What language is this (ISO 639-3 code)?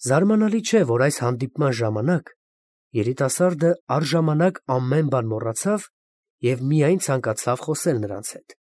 hye